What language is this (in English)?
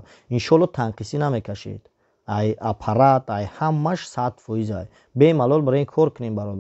Tajik